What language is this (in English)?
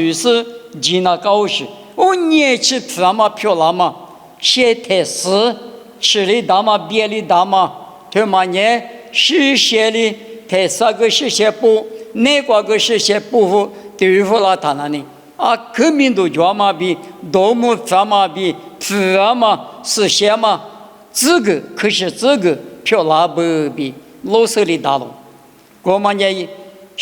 Lisu